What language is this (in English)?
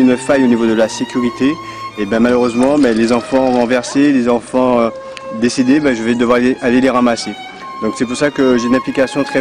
French